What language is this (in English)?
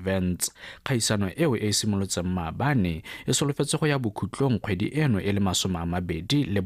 Tswana